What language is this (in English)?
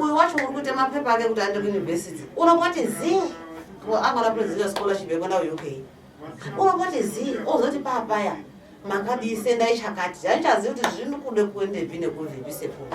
Shona